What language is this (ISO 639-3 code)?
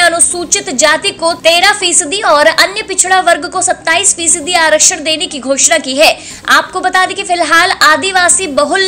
hin